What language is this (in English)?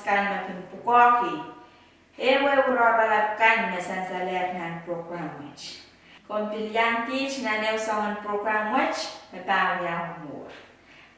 Pohnpeian